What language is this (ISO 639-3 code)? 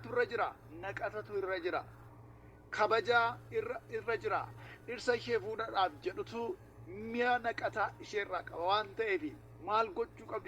orm